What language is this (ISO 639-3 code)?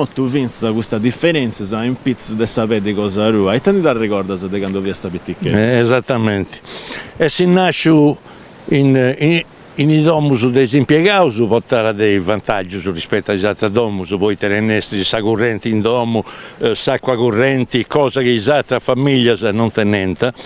srd